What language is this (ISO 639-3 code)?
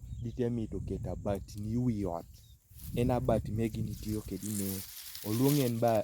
kdi